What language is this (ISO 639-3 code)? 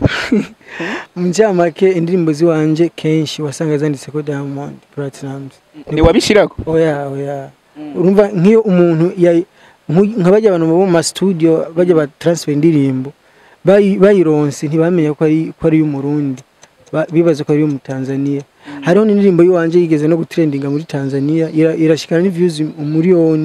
run